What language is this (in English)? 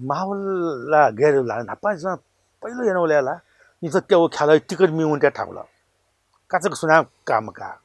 Newari